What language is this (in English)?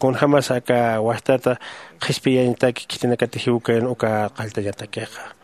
Aymara